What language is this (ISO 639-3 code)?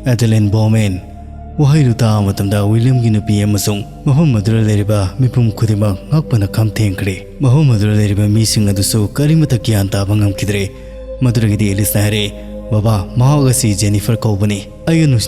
mni